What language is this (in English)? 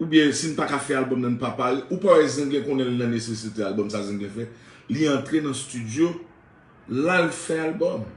Haitian Creole